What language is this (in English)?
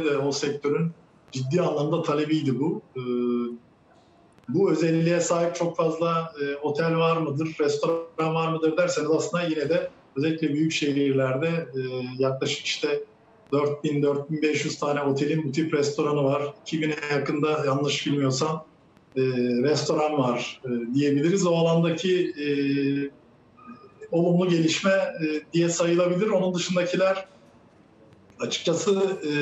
Turkish